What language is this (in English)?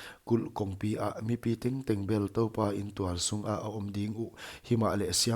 Paite Chin